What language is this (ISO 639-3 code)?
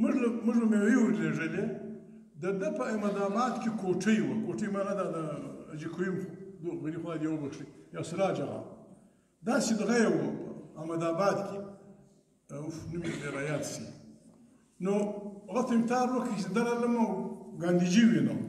pus